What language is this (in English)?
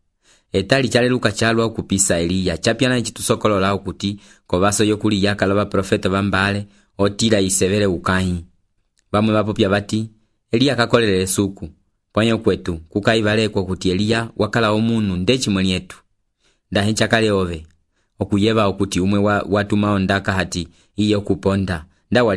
Umbundu